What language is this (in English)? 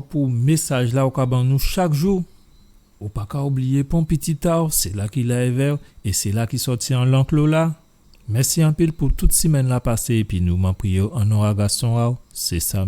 Guadeloupean Creole French